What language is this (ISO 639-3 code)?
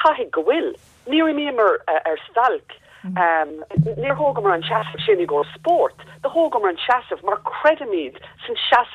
gle